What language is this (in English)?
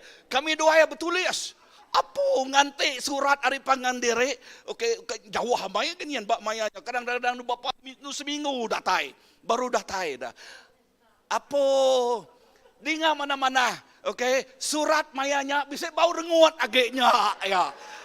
Iban